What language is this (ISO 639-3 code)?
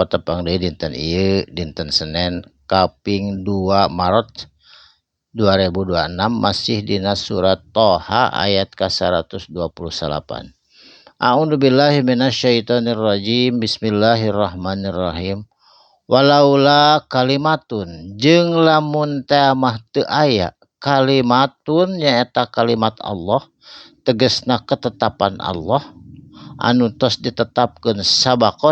sun